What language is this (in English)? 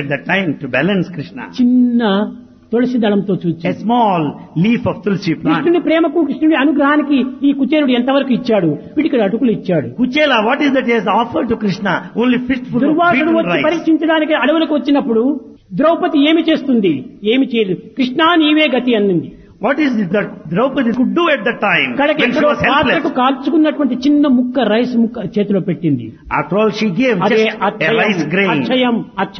Telugu